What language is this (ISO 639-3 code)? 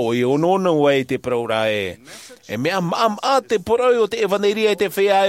tah